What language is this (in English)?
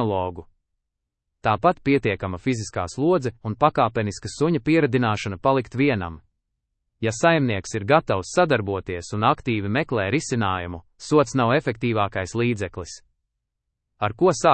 Latvian